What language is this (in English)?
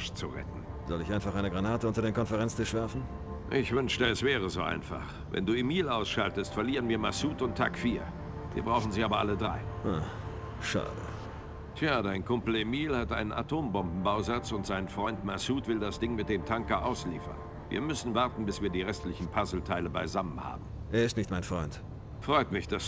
Bavarian